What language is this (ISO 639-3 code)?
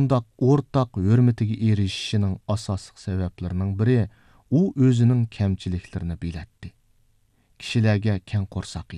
uig